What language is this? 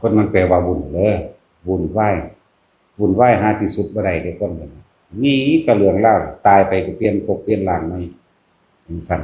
Northeastern Thai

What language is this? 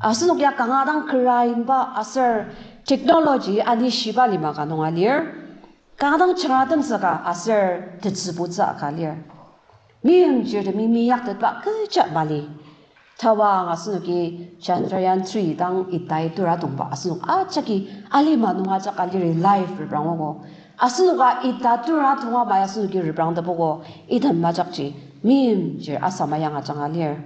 Ao Naga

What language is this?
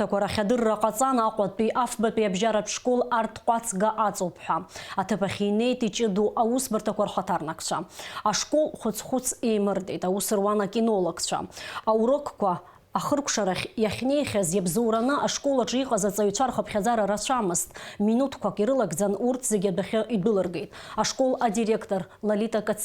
Abkhazian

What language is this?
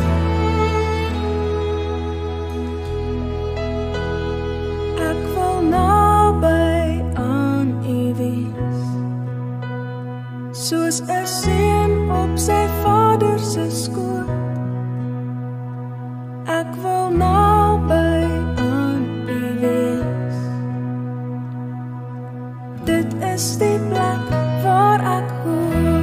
Afrikaans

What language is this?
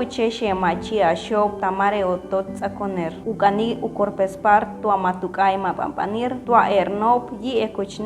Chortí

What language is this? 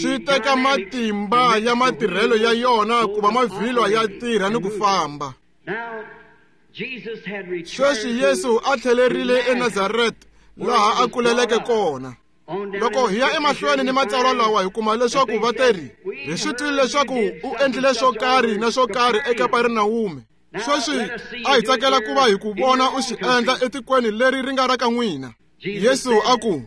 Tsonga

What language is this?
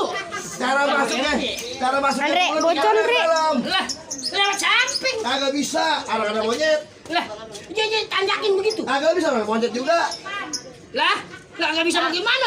Betawi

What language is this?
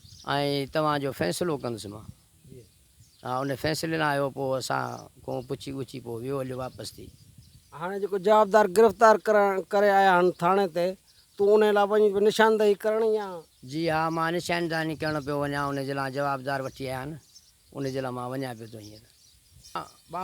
Sindhi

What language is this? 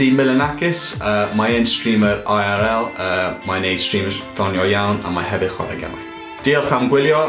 Welsh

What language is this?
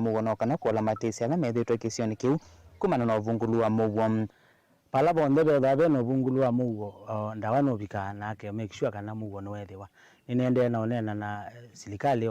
Kamba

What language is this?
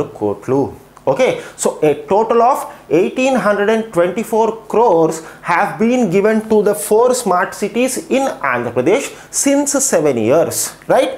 Telugu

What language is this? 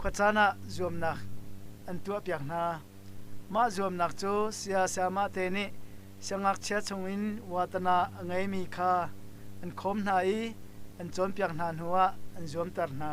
Hakha Chin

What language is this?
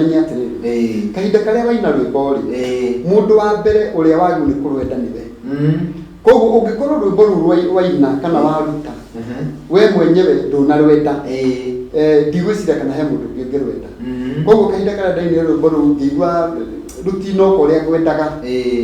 Kikuyu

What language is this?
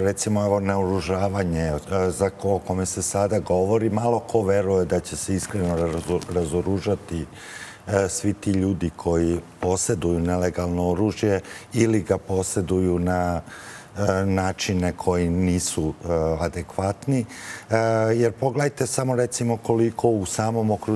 Serbian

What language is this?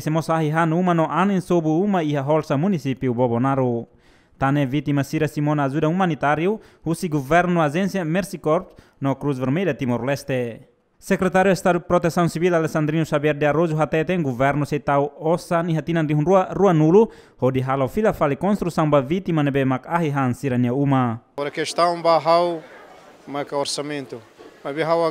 Tetum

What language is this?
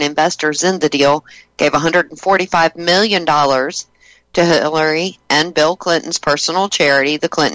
English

